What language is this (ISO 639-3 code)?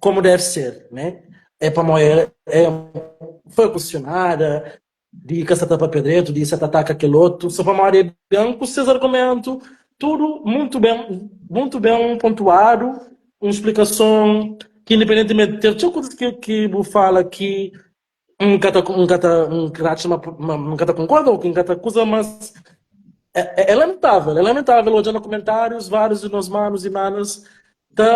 kea